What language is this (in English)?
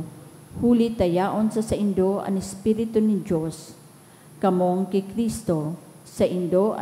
Bikol